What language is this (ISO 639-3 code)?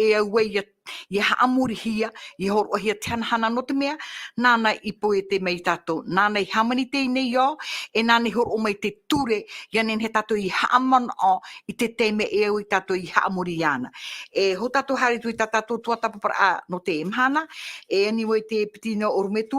tah